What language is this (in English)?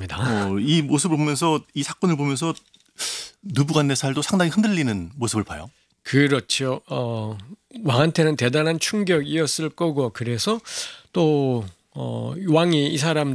Korean